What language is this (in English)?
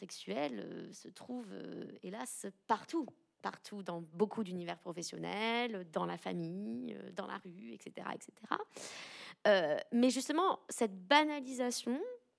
French